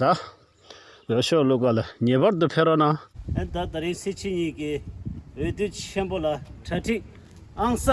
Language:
Tibetan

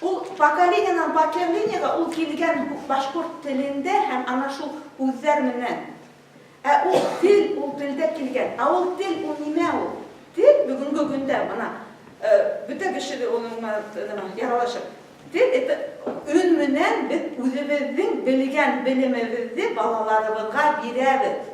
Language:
Bashkir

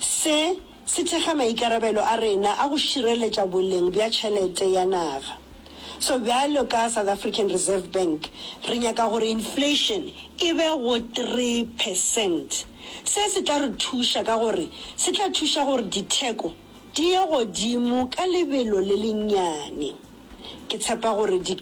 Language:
Northern Sotho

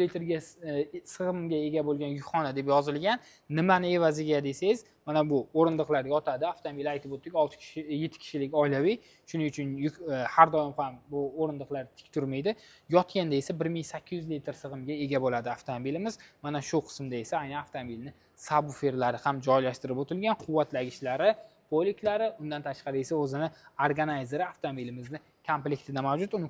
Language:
Uzbek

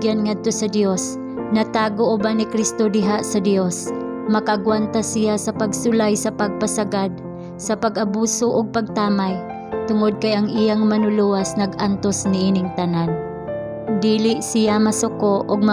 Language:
Cebuano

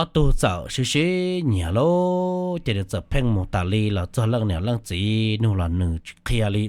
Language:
Hmong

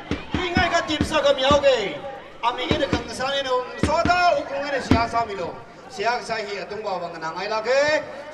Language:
Tangkhul Naga (India)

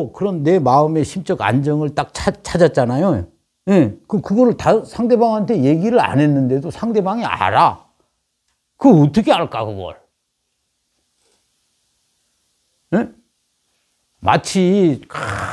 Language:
Korean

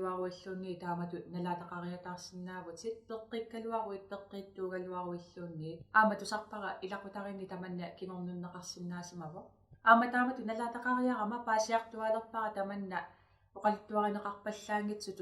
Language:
Kalaallisut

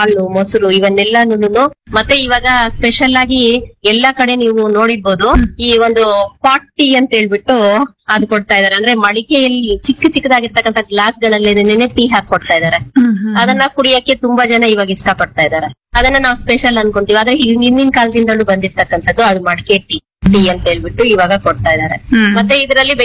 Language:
Kannada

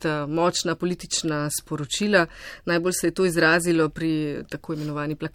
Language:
Slovenian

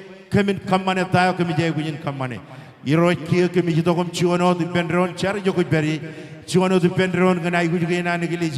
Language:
Marshallese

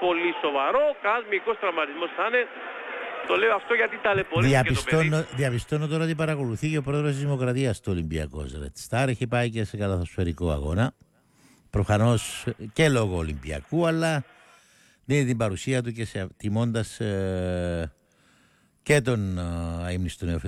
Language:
Greek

